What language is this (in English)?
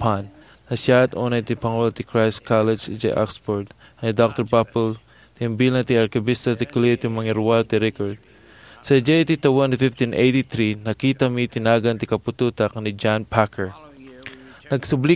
Iloko